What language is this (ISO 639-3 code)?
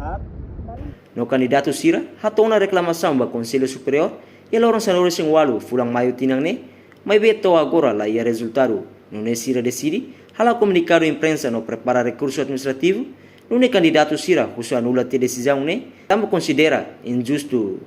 tet